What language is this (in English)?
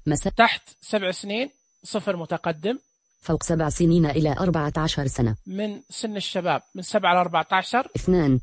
Najdi Arabic